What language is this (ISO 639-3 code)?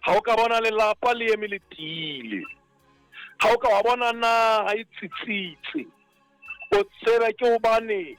sot